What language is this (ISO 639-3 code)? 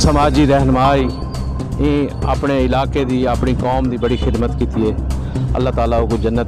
skr